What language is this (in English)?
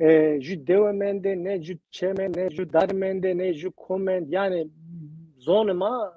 Zaza